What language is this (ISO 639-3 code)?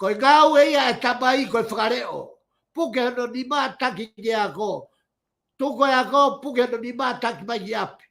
ton